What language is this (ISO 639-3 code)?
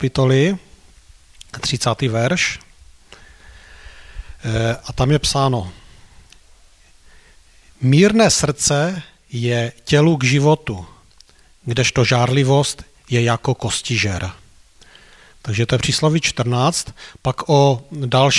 ces